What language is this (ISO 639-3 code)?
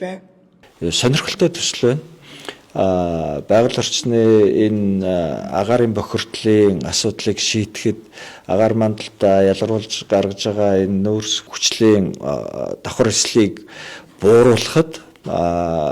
mon